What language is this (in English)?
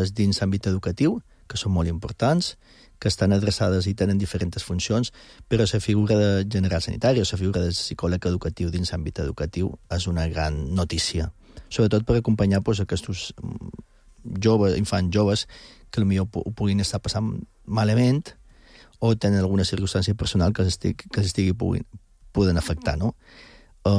Catalan